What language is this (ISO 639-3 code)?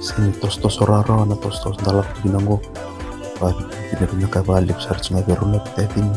fij